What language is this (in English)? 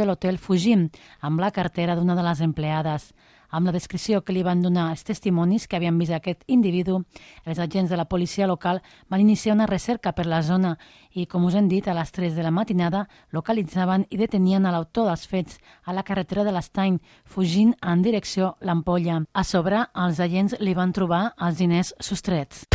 Catalan